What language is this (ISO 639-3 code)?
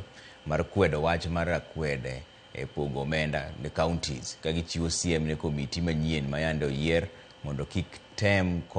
luo